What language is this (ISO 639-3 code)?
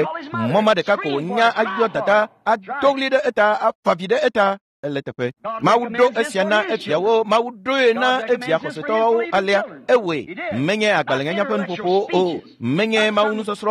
ewe